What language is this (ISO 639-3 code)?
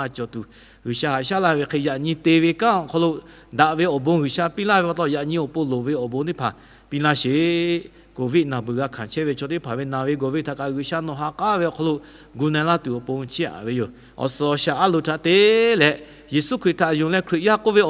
lhu